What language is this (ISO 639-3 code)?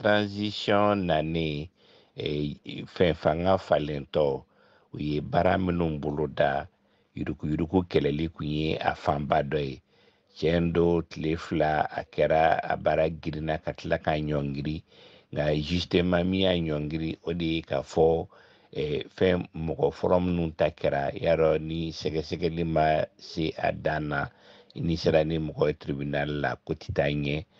bam